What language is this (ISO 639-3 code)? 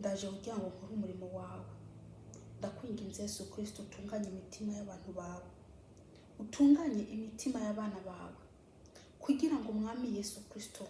kin